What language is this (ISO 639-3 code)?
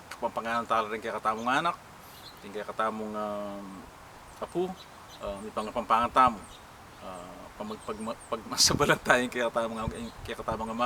pam